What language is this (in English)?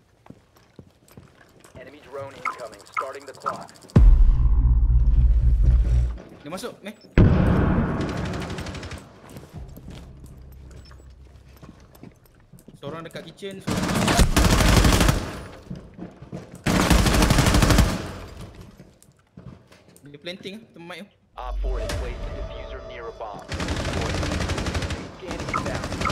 Malay